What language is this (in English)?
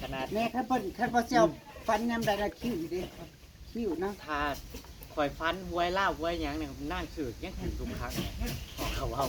Northeastern Thai